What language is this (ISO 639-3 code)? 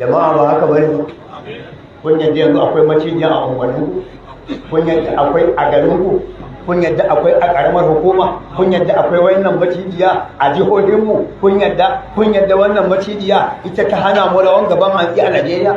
hau